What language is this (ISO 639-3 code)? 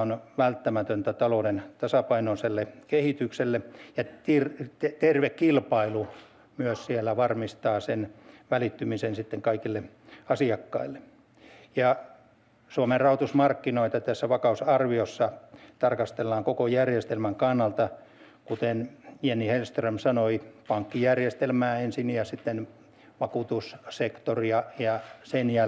fin